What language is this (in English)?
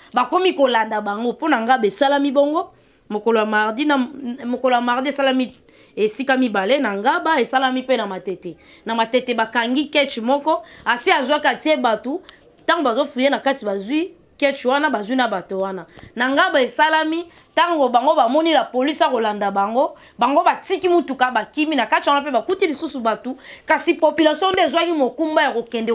Lingala